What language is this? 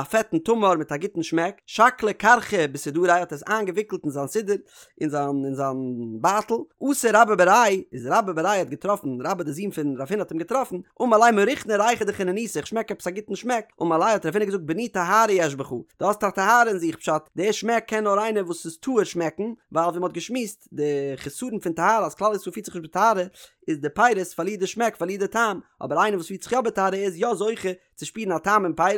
Yiddish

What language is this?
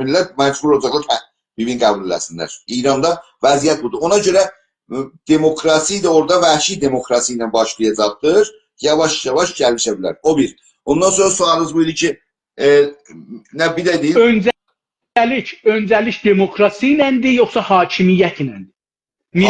South Azerbaijani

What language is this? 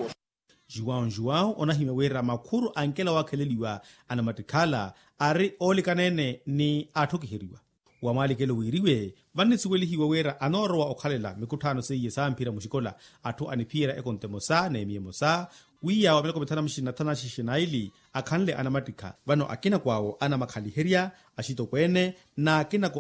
Makhuwa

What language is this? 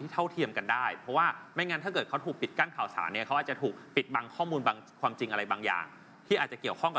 Thai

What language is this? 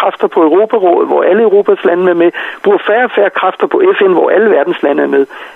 Danish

